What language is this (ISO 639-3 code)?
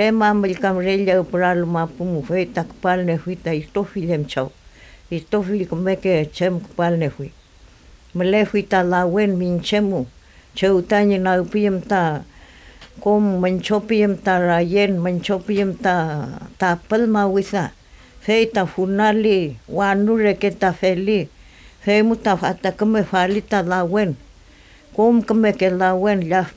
arn